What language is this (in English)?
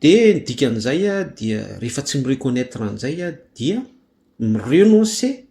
Malagasy